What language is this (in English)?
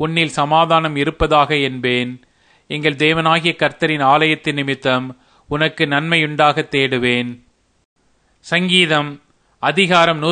Tamil